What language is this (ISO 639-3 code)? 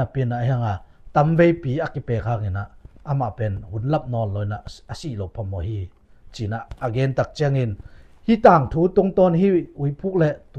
ctd